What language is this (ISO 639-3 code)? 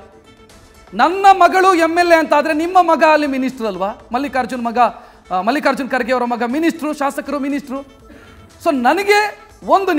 kan